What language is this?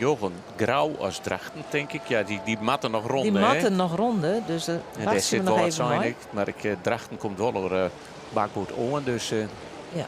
Western Frisian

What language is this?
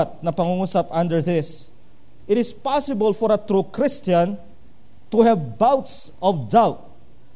Filipino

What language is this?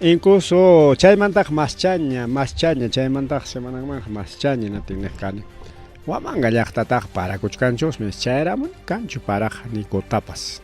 Ayacucho Quechua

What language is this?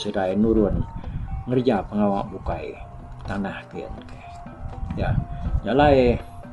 Iban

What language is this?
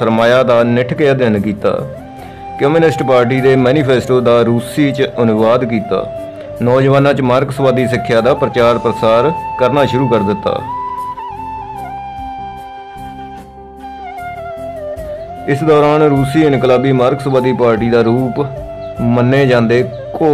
Punjabi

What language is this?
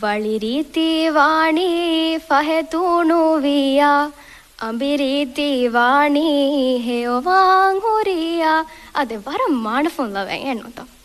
Divehi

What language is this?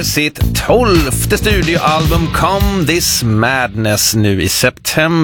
Swedish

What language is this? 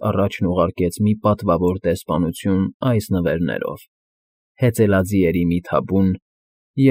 Armenian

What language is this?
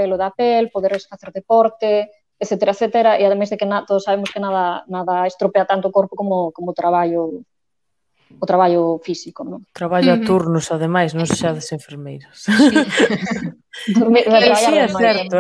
Galician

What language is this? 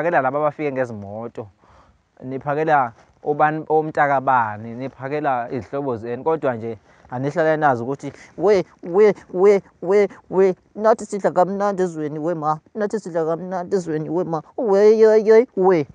Zulu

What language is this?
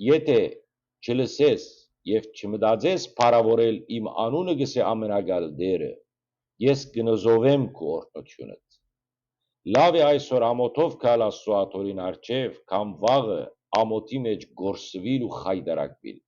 Western Armenian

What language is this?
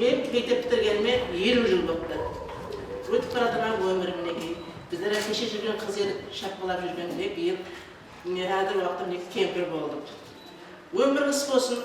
Kara-Kalpak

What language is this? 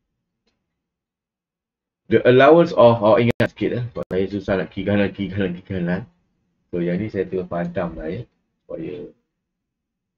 Malay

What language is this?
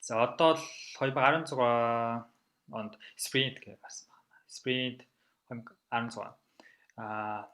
Mongolian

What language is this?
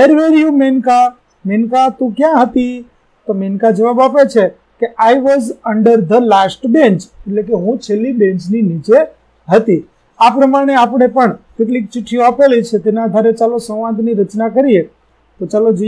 Gujarati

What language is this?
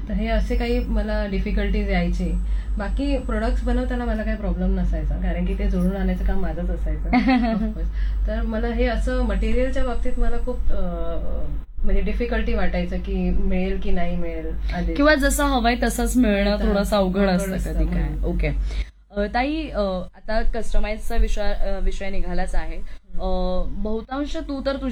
Marathi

